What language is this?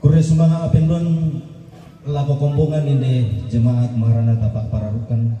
Toraja-Sa'dan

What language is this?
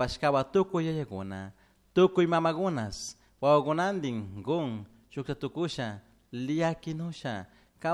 Chimborazo Highland Quichua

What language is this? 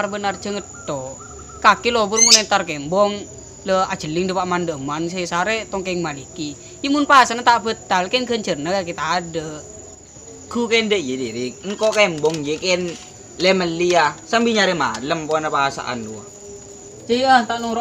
Madurese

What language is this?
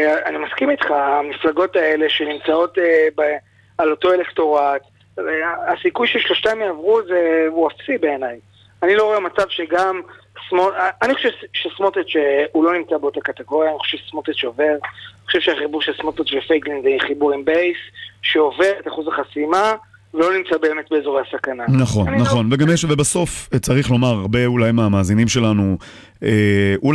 Hebrew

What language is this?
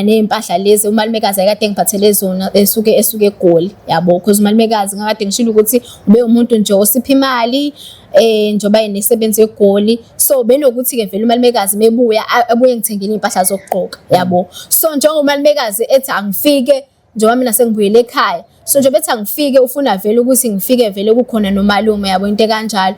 Zulu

